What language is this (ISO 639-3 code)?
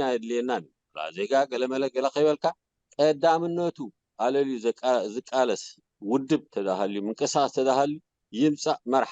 tir